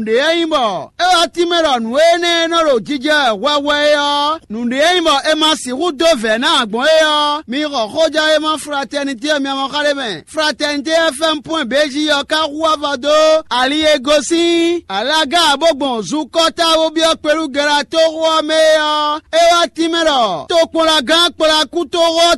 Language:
Fon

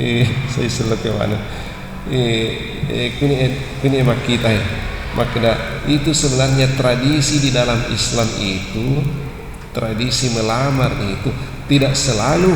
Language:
Buginese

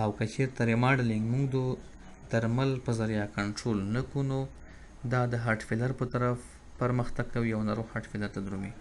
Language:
Pashto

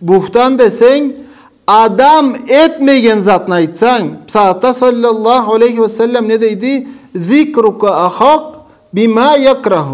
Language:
Karachay-Balkar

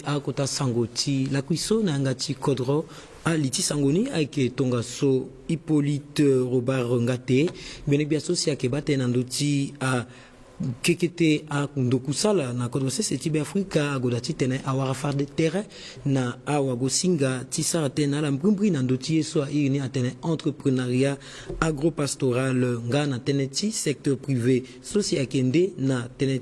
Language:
Sango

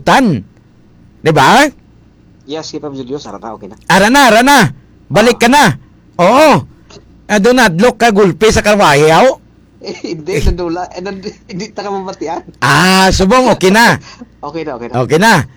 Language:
Hiligaynon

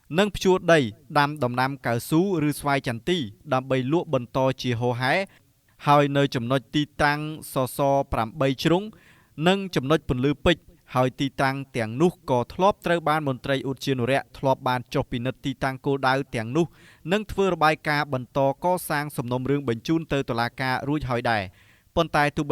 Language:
Khmer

